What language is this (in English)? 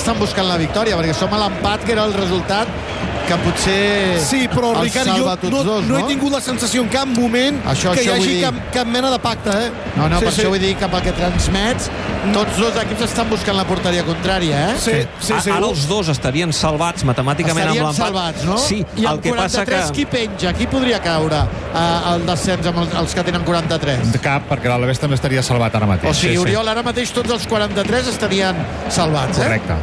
Catalan